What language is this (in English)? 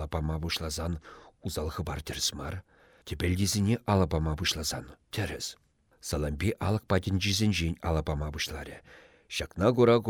Chuvash